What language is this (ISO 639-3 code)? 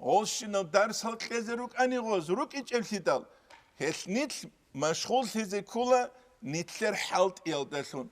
ava